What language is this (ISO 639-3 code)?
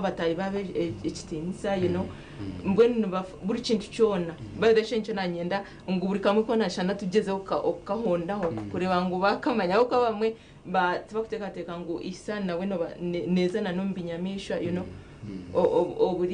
nyn